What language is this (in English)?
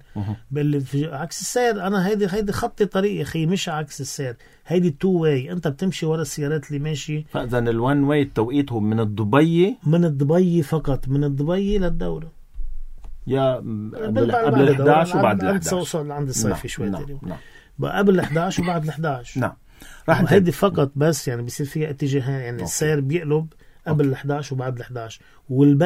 North Levantine Arabic